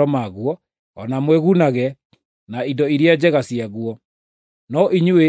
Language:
Kikuyu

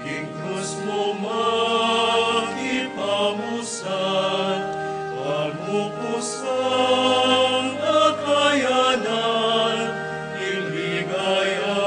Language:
Pampanga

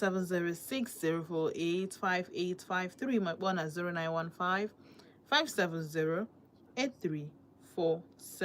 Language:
Igbo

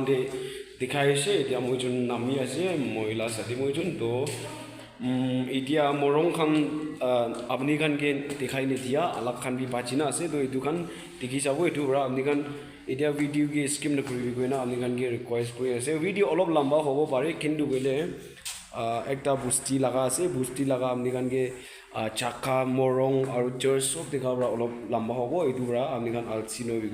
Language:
Naga Pidgin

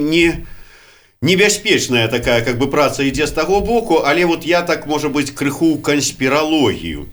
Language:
Belarusian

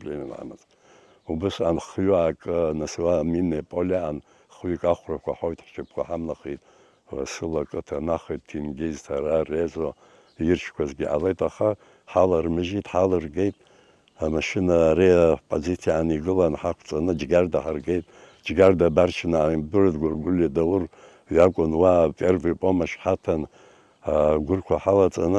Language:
Abkhazian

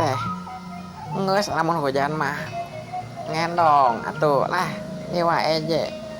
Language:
Sundanese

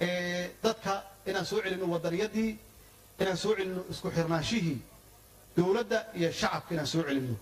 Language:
Somali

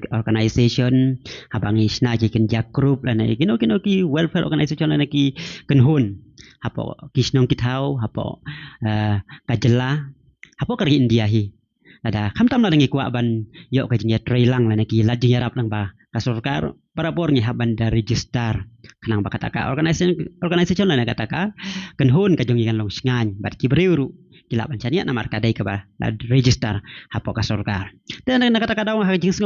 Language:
Khasi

